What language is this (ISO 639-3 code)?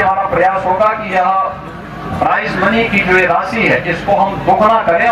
hin